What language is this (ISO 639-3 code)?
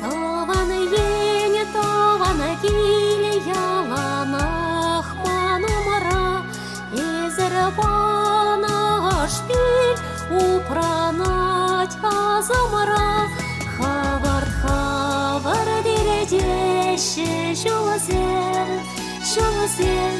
chv